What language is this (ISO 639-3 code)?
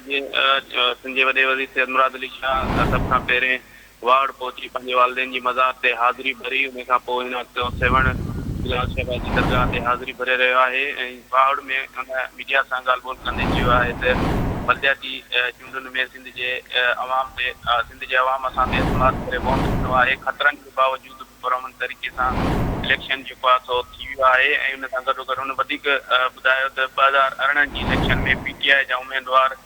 snd